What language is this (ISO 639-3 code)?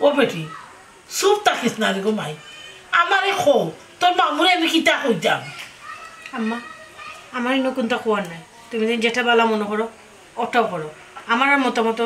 syl